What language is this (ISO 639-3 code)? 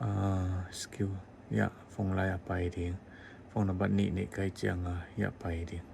ctd